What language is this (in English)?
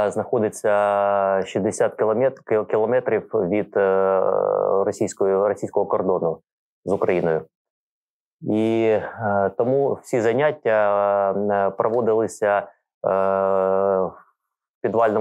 Ukrainian